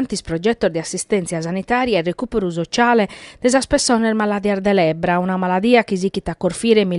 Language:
Sardinian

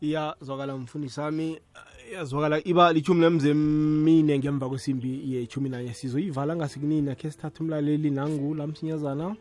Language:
South Ndebele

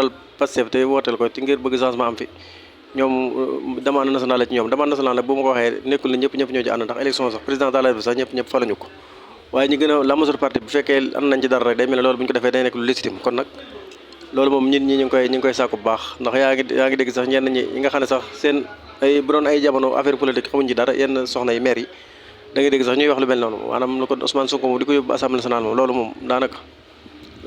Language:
Wolof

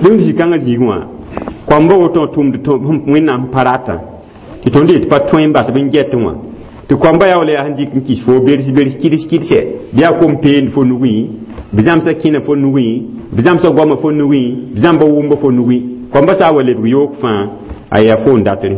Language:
Mossi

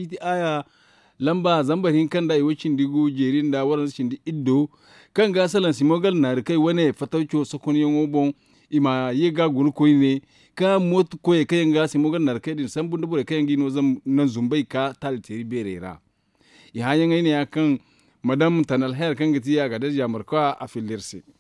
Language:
Zarma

